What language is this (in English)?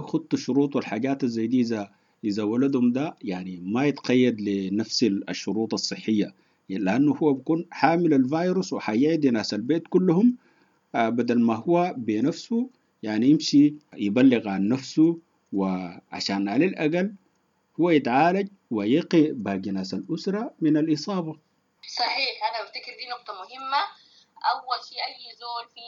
Sudanese Arabic